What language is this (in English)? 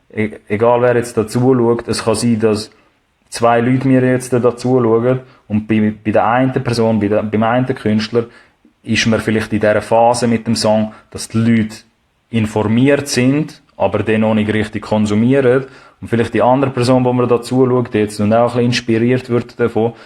Swiss German